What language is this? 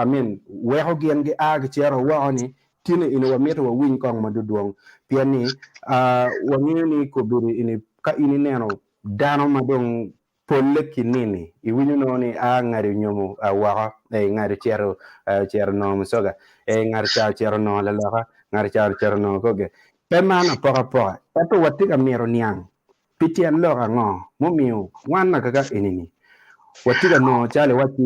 Acoli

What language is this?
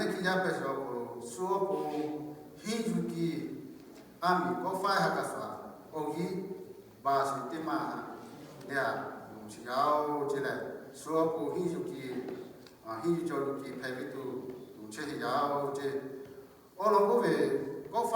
Lahu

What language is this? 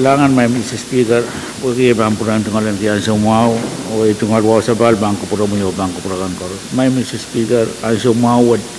Pohnpeian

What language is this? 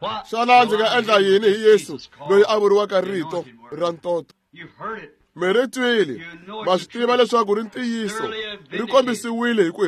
Tsonga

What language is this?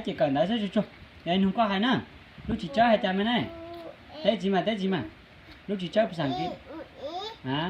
Hmong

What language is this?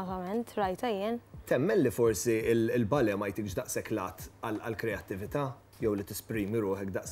Maltese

